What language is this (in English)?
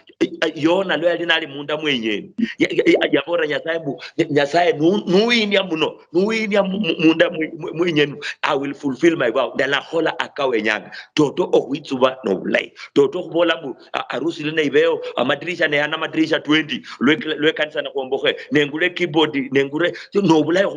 Luyia